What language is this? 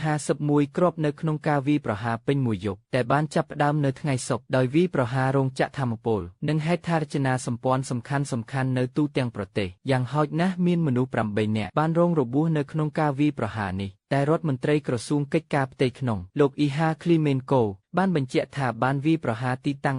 Khmer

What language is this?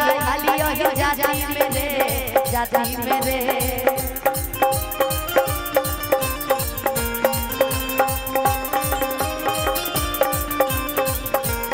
Bhojpuri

